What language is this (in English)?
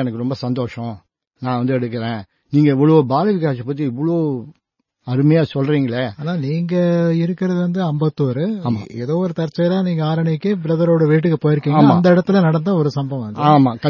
Tamil